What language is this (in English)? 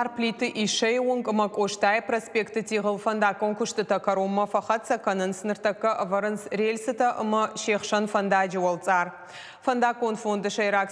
Ossetic